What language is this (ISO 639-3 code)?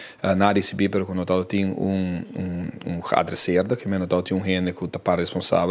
pap